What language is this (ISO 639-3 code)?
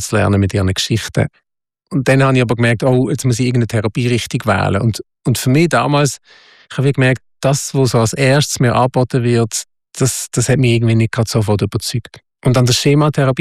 deu